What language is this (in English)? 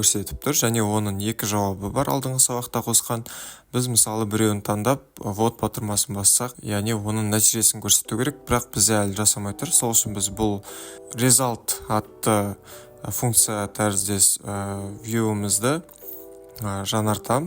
Kazakh